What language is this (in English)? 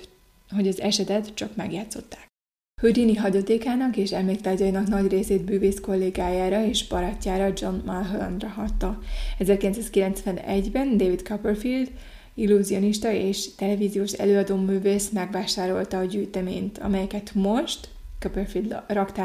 Hungarian